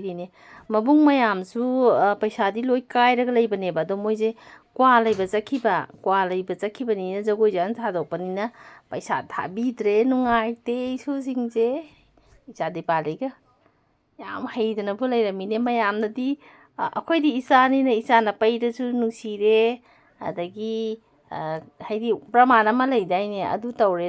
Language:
Manipuri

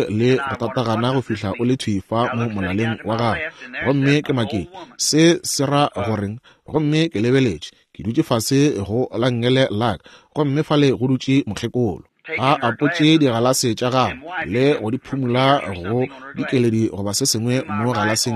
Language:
Northern Sotho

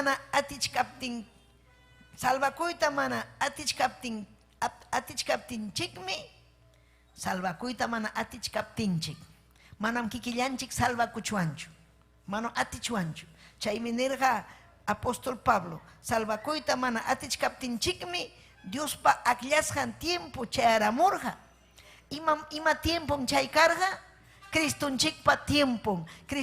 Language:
Ayacucho Quechua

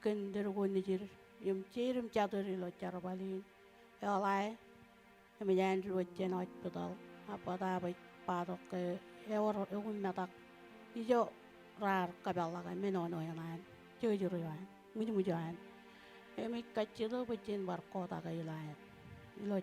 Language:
Marshallese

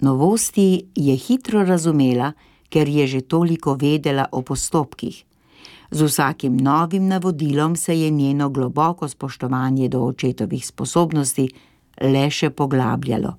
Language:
Slovenian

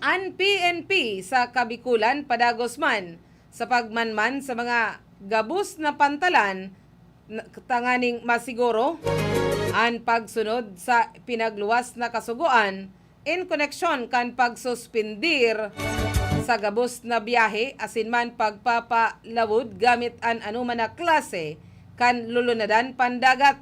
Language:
Bikol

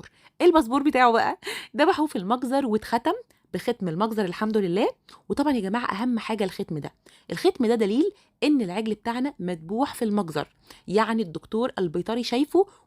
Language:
Egyptian Arabic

